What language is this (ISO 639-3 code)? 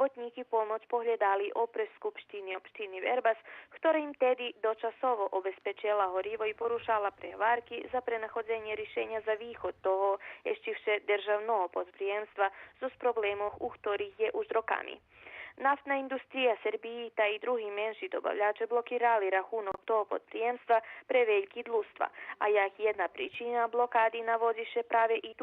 rue